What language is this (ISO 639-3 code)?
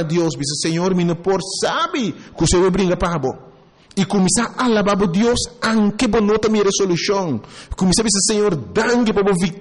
pap